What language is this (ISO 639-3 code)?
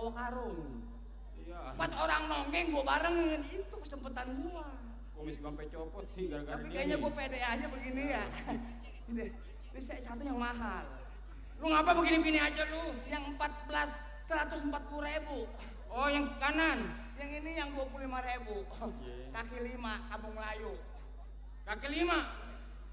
bew